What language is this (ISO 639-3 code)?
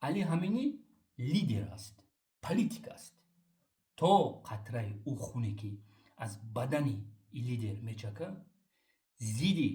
tgk